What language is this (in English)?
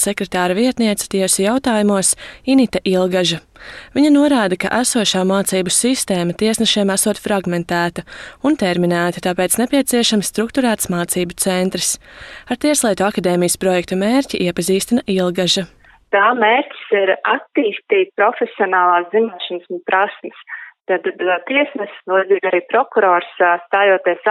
Latvian